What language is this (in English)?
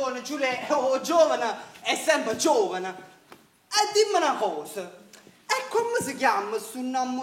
Neapolitan